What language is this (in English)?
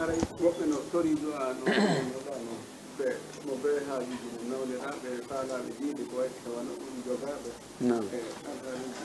Fula